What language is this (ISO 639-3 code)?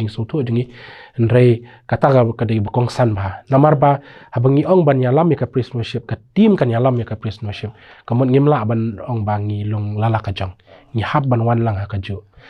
kha